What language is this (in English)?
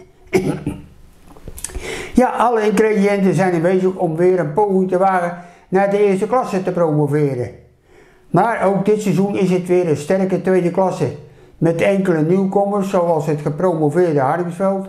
Dutch